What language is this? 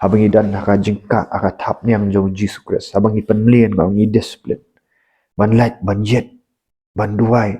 Khasi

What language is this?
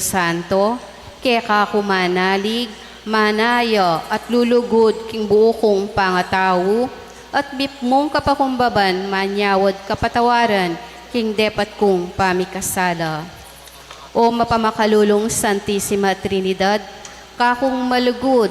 Pampanga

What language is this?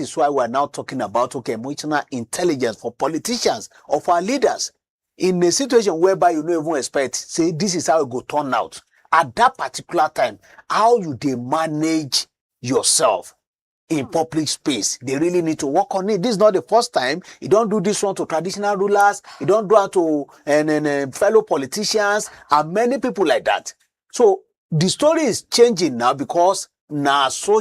Nigerian Pidgin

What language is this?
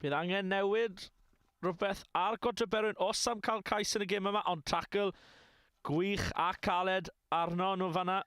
Welsh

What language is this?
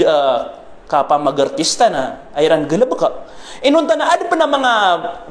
Maranao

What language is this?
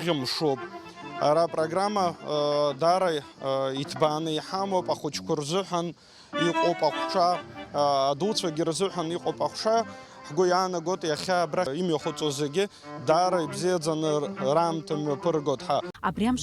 Abkhazian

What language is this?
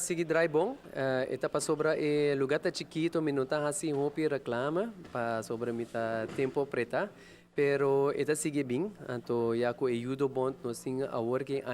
Papiamento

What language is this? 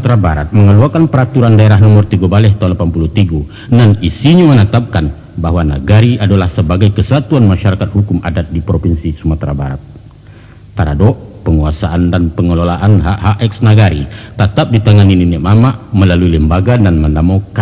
Minangkabau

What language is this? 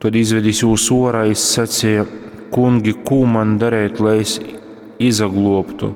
Latgalian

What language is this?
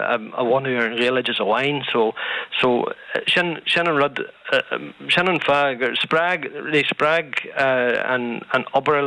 Irish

